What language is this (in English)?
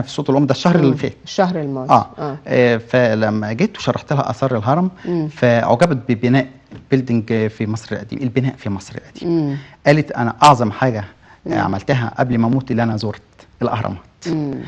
Egyptian Arabic